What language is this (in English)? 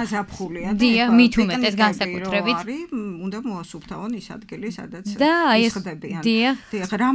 Georgian